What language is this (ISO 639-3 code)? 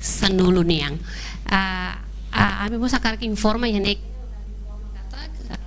tet